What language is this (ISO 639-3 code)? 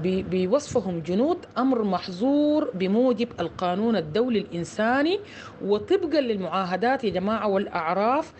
apd